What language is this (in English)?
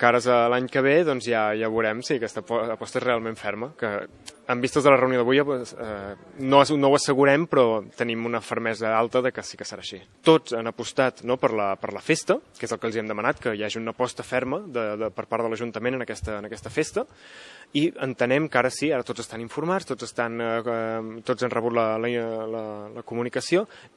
Catalan